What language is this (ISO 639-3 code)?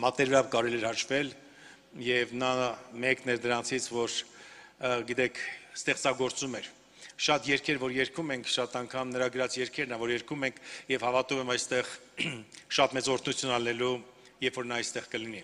hye